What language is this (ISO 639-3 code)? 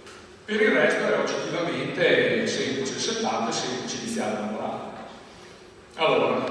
ita